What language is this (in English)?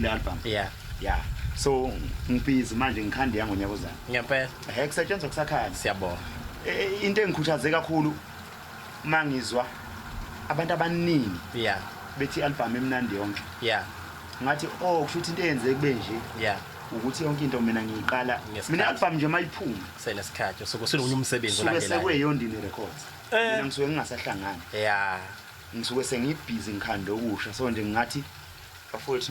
Zulu